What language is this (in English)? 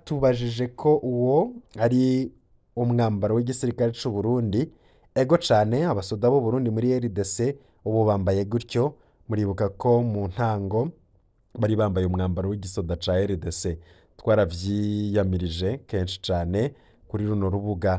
Rundi